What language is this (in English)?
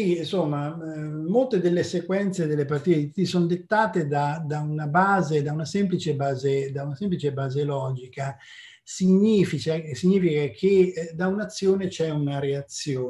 Italian